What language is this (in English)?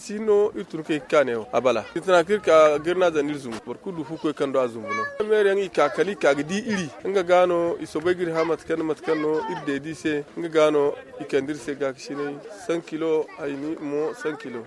Zarma